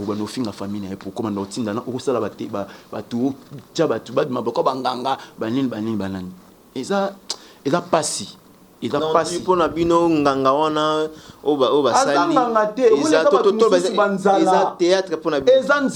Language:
Lingala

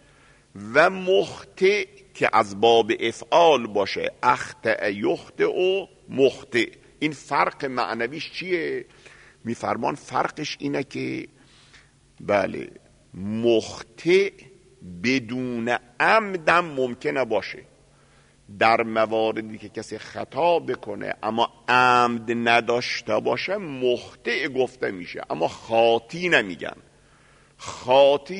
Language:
Persian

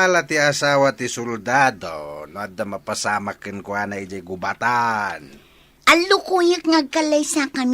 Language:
Iloko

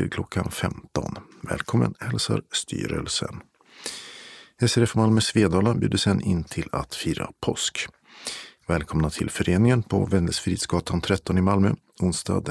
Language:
Swedish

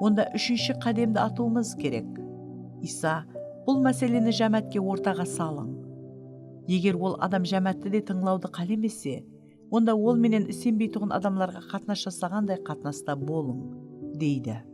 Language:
Kara-Kalpak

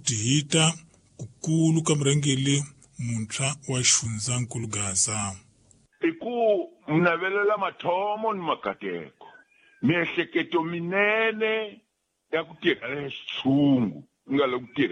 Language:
Tsonga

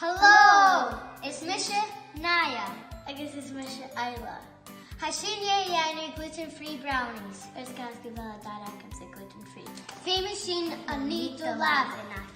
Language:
Scottish Gaelic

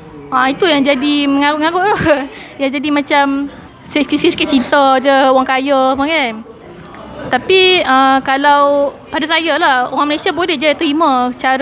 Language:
Malay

